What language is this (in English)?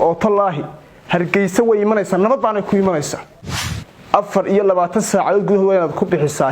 Somali